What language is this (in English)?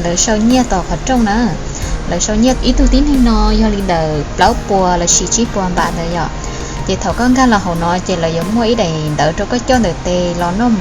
Hmong